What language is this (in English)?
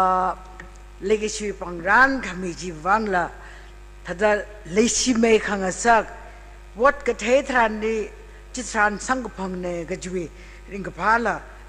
Tangkhul Naga (India)